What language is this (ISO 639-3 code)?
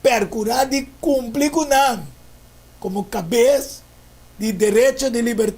pap